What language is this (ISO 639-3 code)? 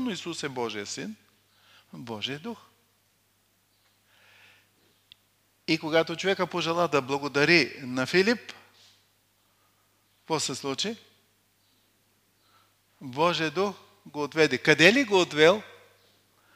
bul